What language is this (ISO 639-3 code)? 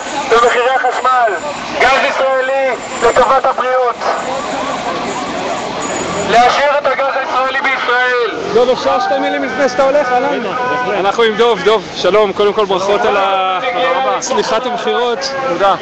heb